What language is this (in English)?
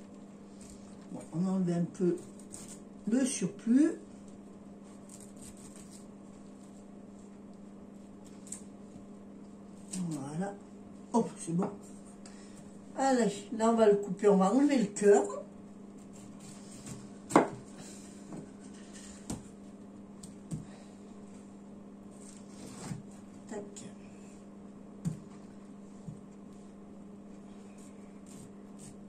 French